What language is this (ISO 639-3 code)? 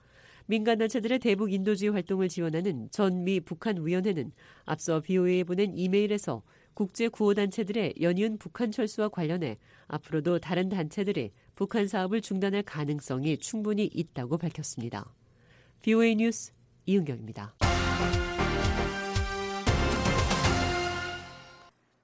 kor